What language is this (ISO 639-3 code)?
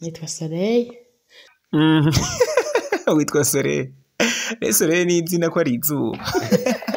run